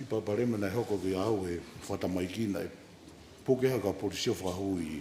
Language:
Tongan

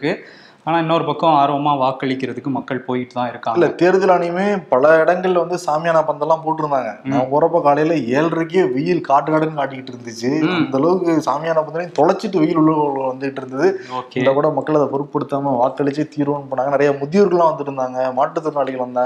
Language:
Tamil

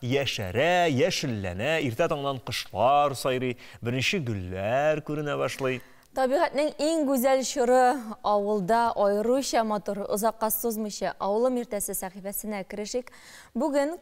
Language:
Tatar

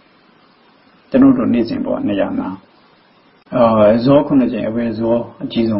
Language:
Burmese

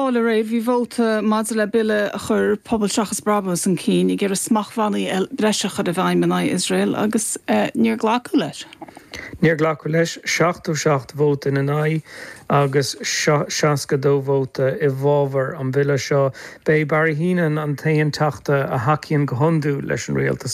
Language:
Irish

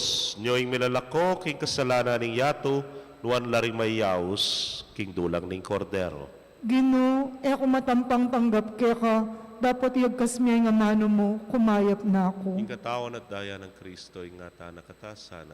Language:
Pampanga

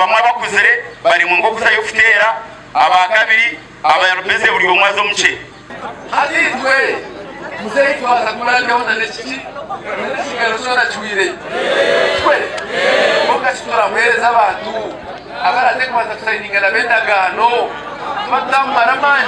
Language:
Nyankole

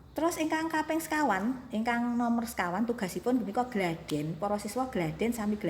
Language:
Javanese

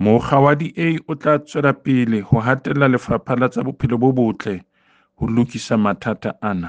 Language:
Southern Sotho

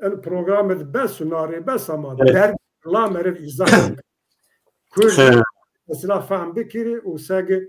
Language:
Zaza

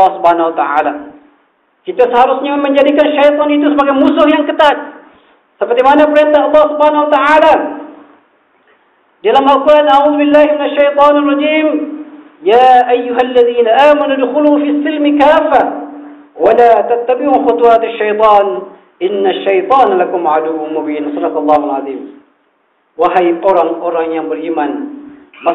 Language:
Malay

